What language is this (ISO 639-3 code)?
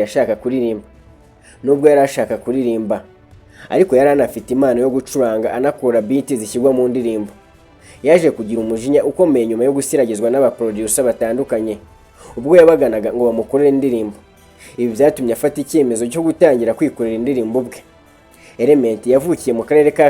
kin